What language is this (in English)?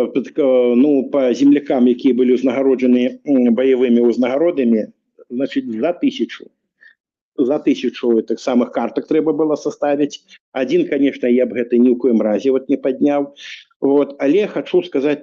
Belarusian